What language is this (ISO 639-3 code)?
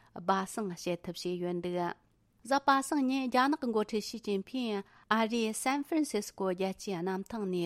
bod